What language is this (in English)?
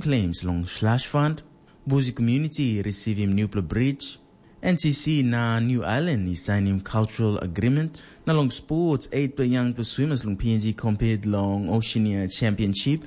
Tok Pisin